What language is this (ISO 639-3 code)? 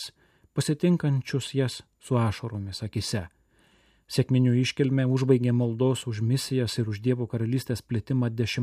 lit